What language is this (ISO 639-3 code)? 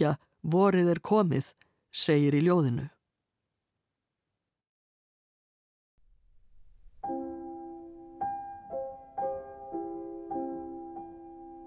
isl